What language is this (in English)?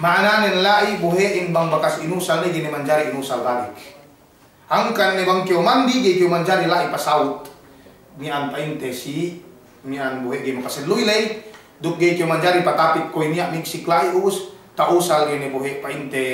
Yakan